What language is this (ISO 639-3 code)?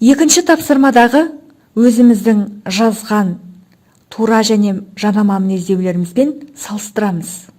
kaz